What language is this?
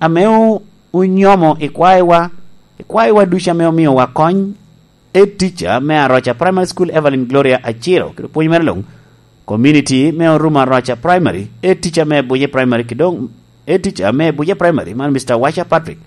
Lango (Uganda)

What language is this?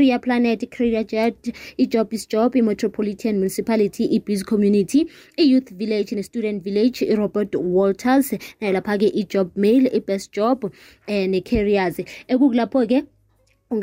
South Ndebele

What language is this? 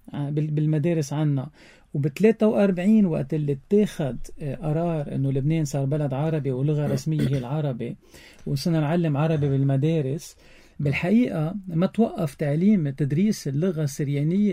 North Levantine Arabic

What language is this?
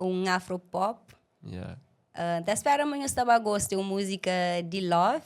Kabuverdianu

